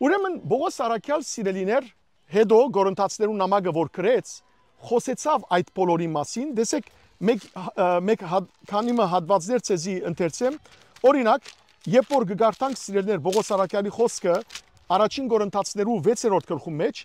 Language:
Western Armenian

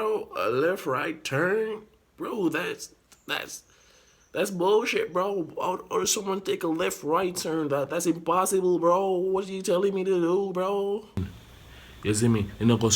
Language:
Jamaican Creole English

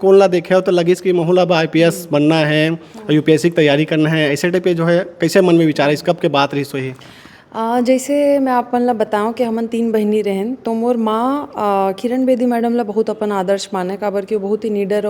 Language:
Chhattisgarhi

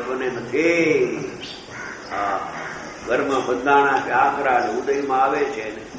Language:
Gujarati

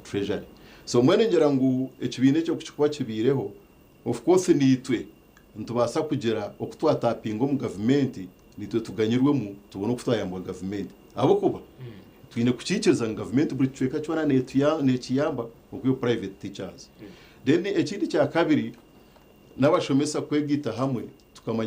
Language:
Nyankole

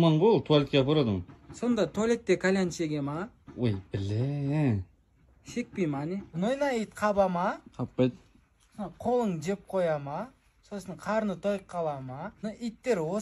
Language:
Kazakh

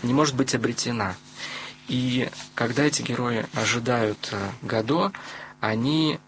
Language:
Russian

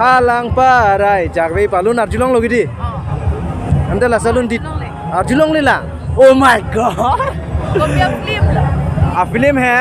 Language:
Karbi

